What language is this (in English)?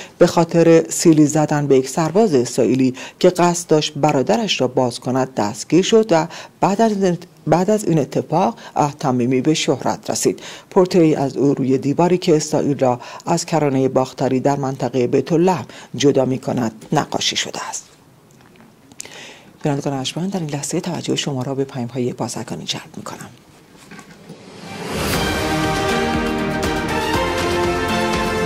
Persian